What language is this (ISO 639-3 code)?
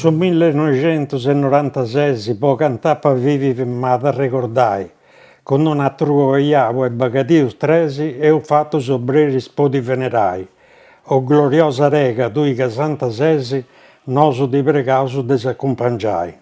srd